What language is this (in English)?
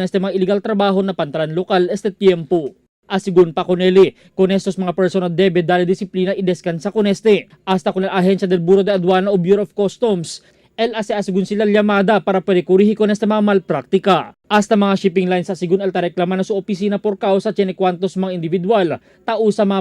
Chavacano